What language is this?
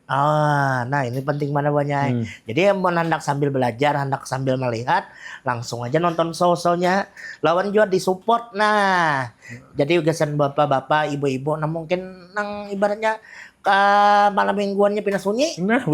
Banjar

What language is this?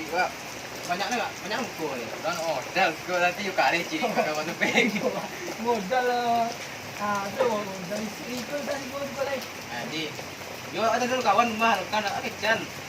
Minangkabau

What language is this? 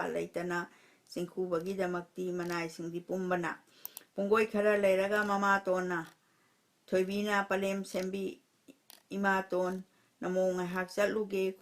Manipuri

